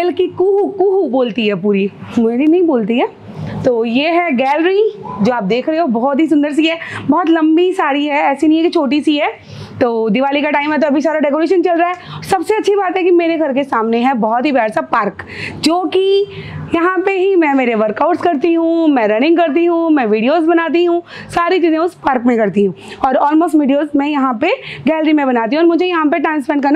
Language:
Hindi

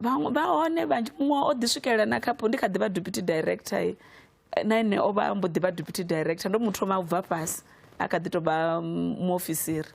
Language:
Venda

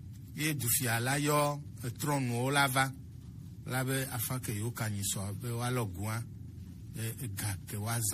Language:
Gen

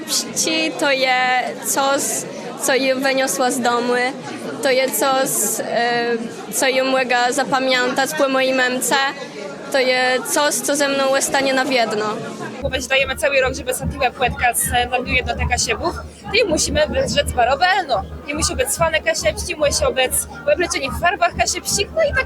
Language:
Kashubian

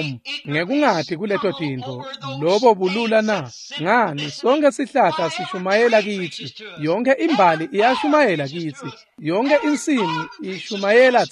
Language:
Swati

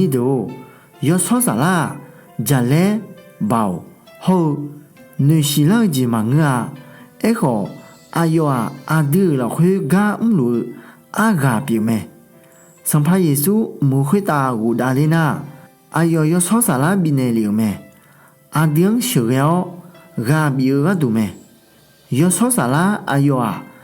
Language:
Akha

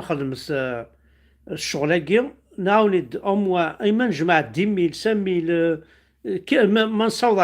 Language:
Kabyle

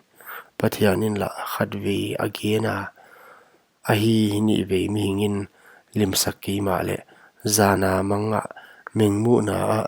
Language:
Paite Chin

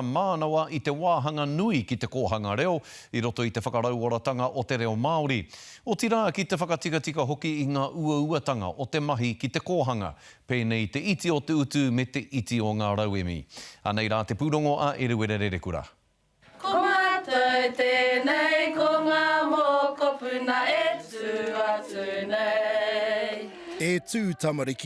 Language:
Māori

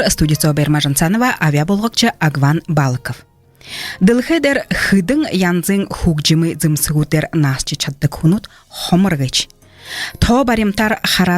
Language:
Buriat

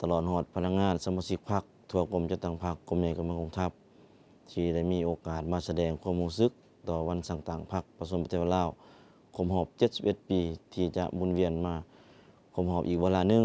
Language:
Lao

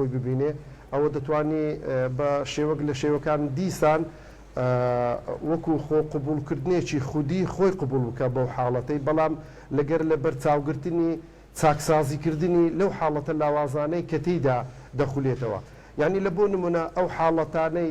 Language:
Central Kurdish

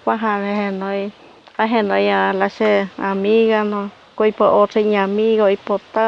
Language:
Guarani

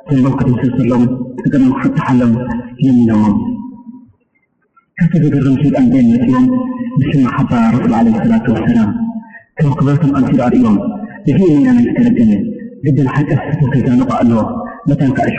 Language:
Arabic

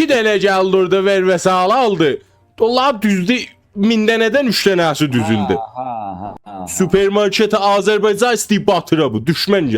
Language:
South Azerbaijani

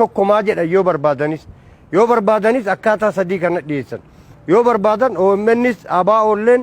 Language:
Oromo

